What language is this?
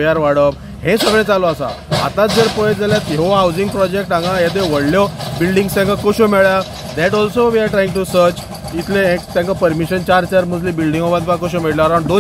Konkani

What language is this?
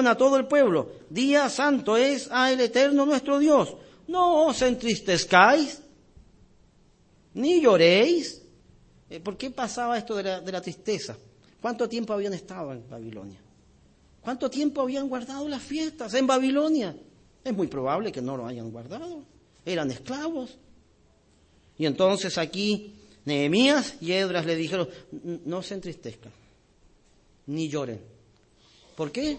Spanish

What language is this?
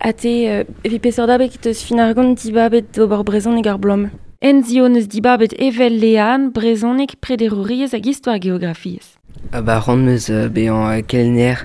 Breton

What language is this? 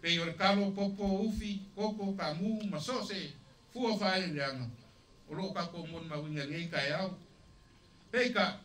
Samoan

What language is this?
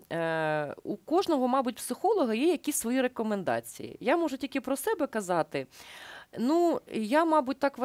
Ukrainian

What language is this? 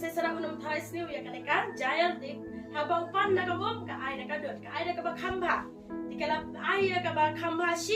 Khasi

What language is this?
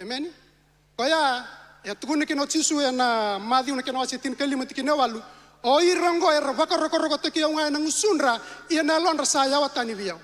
Fijian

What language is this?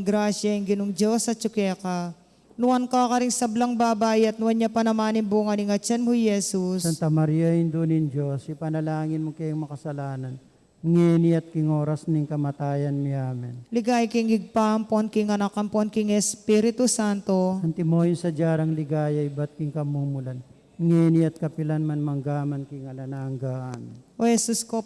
Pampanga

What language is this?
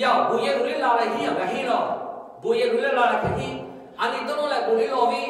Lahu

